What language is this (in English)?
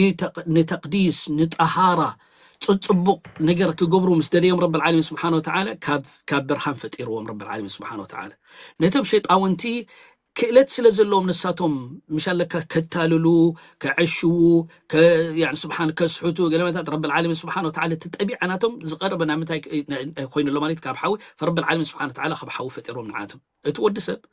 Tigrinya